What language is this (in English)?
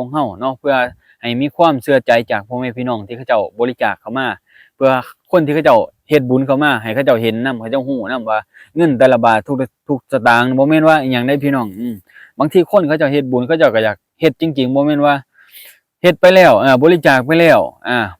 Lao